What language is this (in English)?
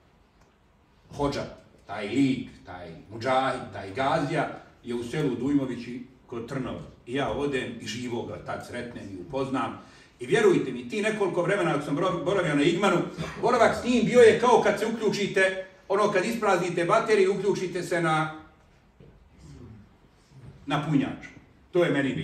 Bosnian